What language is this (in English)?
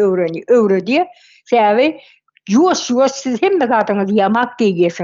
Turkmen